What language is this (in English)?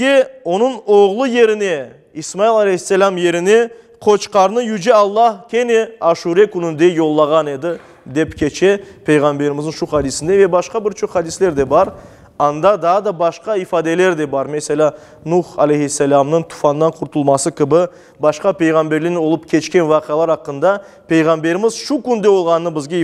Crimean Tatar